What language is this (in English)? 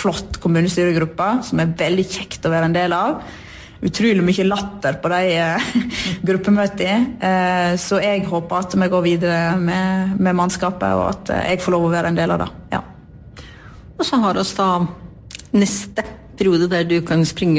Norwegian